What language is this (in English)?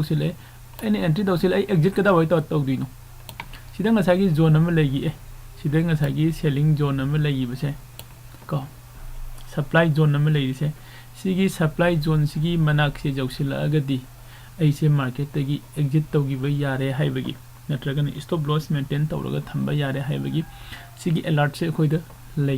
Manipuri